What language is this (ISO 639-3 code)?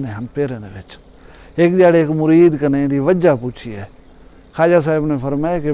skr